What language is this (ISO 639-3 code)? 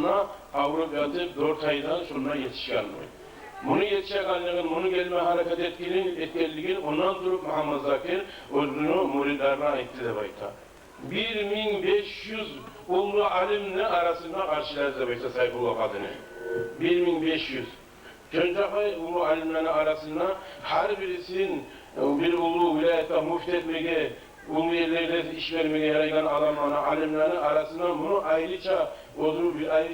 kum